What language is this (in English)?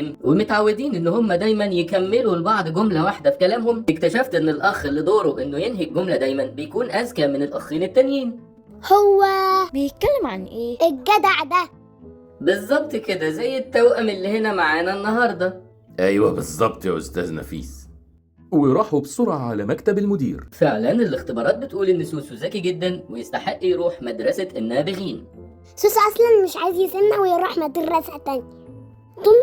Egyptian Arabic